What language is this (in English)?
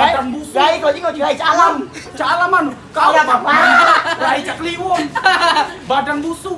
Musi